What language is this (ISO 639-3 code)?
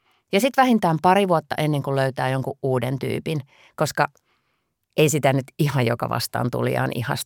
fin